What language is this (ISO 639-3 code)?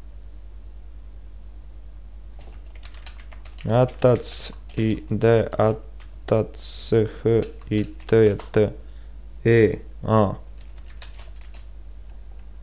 bos